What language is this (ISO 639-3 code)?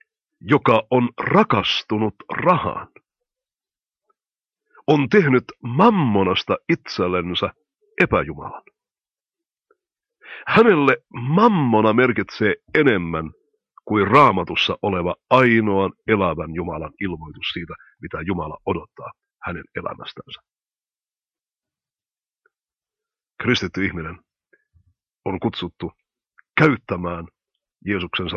fin